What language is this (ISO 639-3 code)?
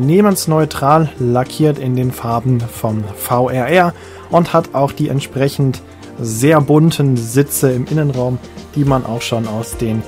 deu